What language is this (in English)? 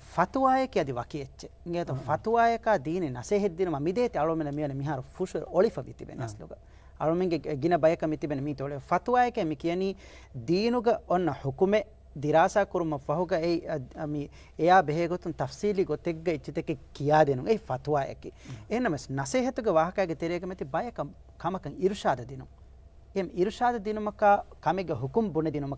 Divehi